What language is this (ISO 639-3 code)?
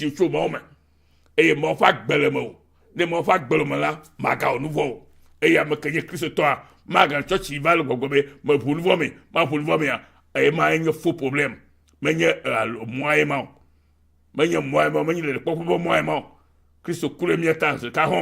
ewe